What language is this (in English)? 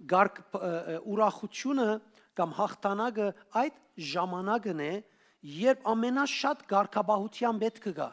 Western Armenian